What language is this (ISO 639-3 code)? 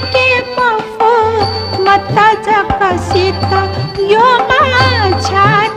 new